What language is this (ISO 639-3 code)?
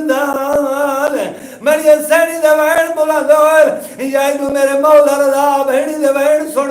skr